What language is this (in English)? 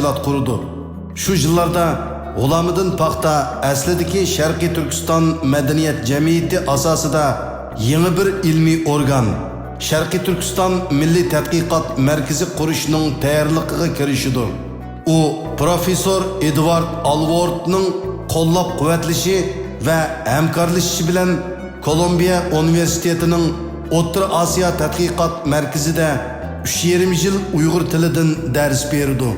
Uyghur